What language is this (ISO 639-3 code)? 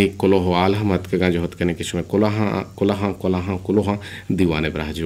bgp